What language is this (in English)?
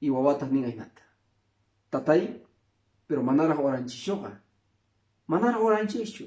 Quechua